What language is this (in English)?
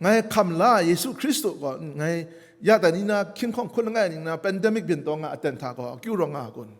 Kachin